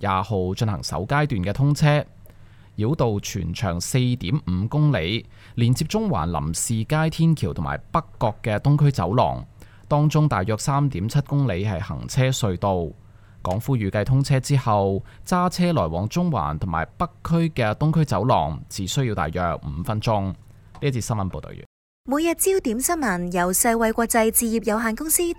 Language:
Cantonese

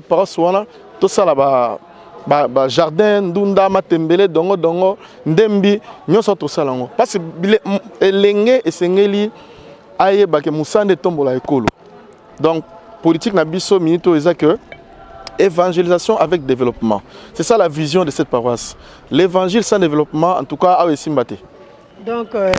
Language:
Lingala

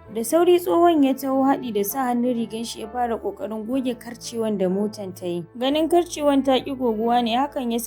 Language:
Hausa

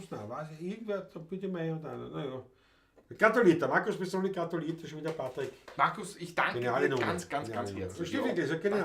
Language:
Bavarian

